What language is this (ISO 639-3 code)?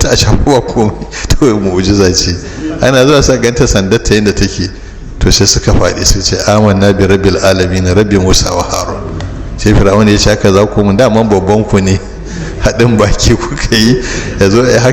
hau